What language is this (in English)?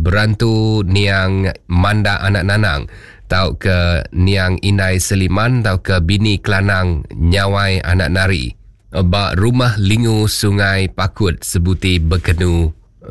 Iban